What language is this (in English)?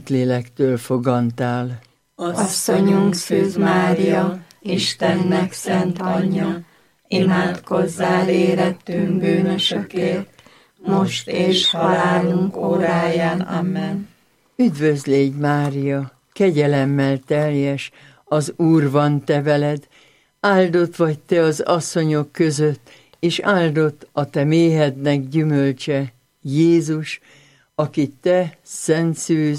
Hungarian